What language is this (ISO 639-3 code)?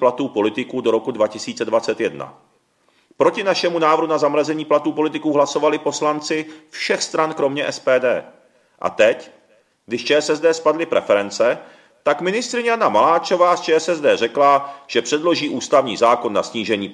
ces